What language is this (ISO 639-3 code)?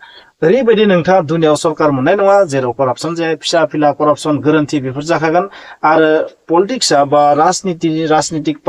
brx